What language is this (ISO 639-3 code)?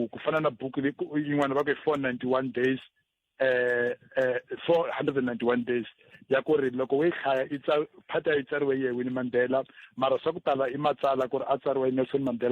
tso